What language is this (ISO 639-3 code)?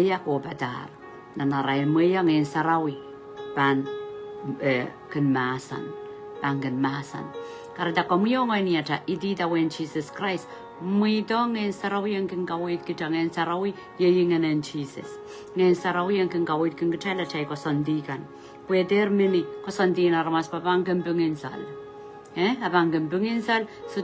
pon